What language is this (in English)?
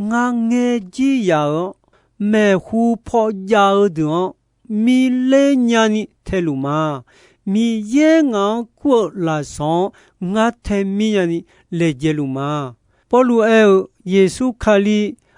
Akha